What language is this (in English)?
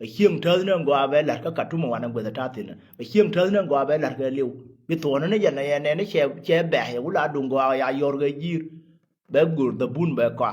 Nuer